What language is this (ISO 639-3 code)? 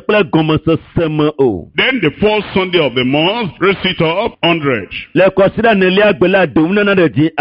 ewe